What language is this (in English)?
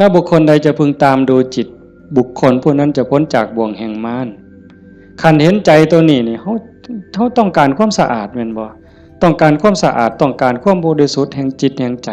Northeastern Thai